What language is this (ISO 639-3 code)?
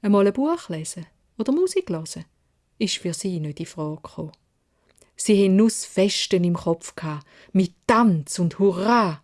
gsw